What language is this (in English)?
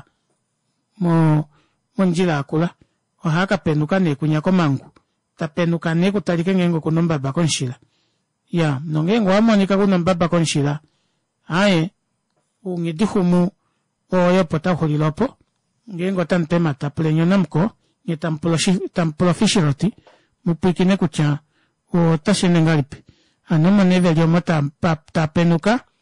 Kuanyama